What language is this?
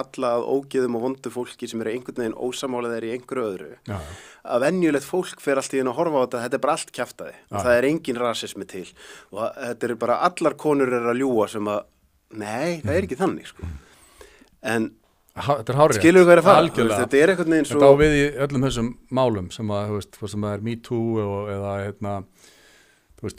Icelandic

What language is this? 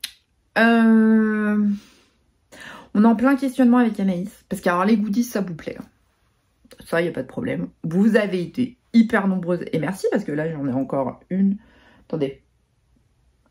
French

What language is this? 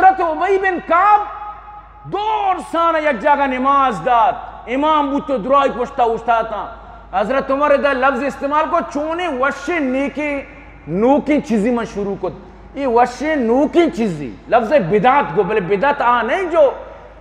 Eastern Balochi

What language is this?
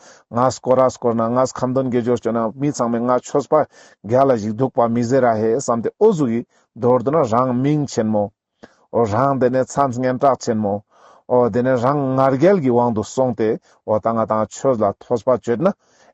Ladakhi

